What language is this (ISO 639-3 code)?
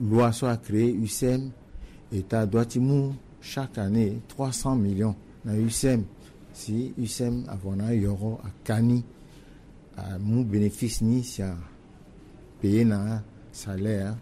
sag